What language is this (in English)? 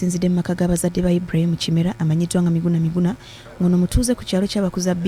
Ganda